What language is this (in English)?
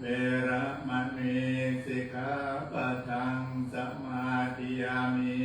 Pali